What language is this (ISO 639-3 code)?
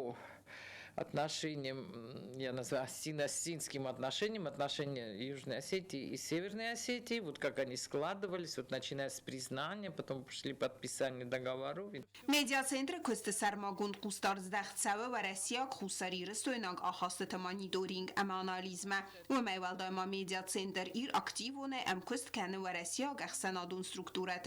oss